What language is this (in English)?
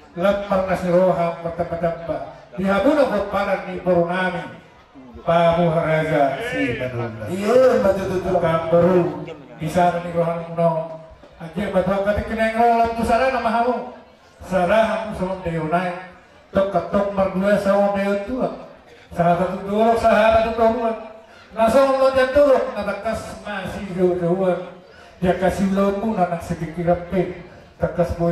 Batak Toba